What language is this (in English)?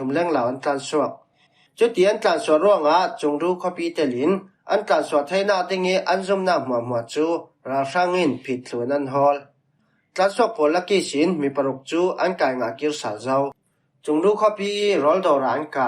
Falam Chin